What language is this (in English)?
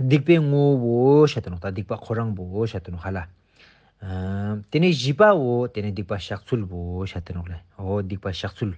Ladakhi